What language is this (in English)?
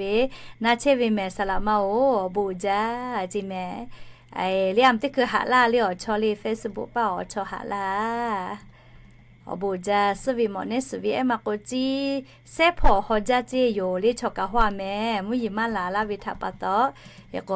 Lahu